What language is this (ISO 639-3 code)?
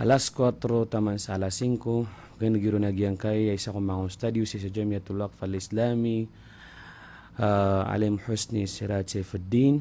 mrw